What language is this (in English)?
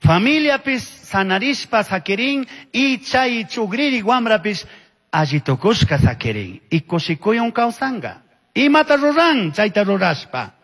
Chimborazo Highland Quichua